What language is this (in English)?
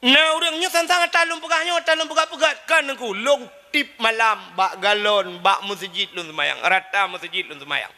Achinese